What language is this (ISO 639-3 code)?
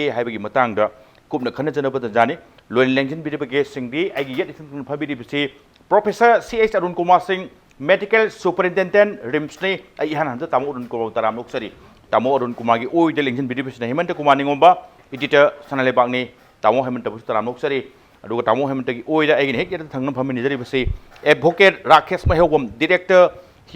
mni